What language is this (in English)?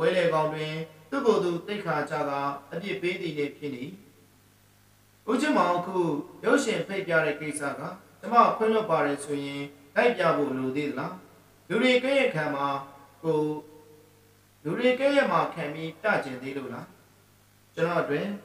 Burmese